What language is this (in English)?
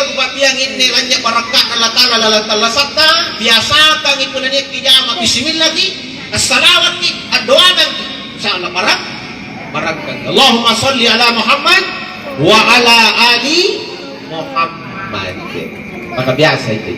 Makasar